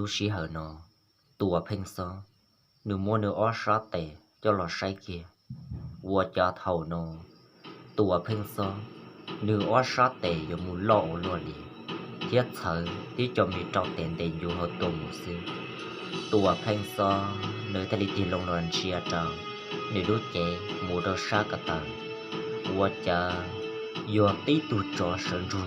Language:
Hmong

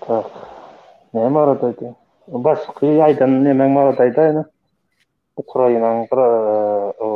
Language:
Turkmen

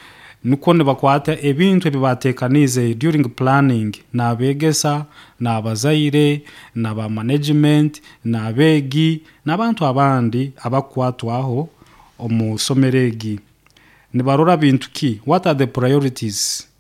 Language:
Nyoro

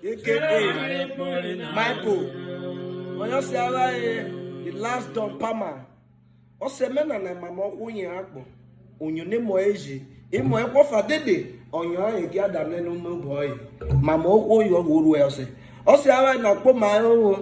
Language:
Urhobo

